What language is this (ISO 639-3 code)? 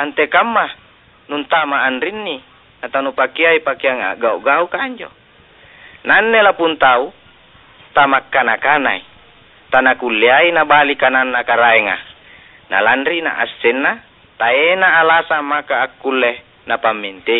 mak